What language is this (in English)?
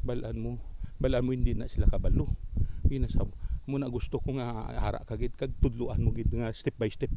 Hiligaynon